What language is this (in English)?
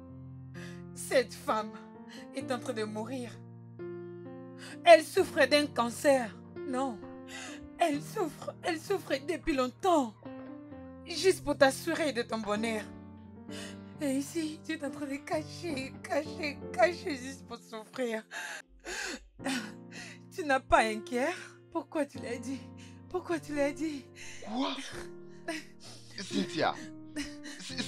French